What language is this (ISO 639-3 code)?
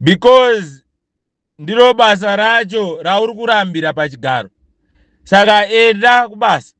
sna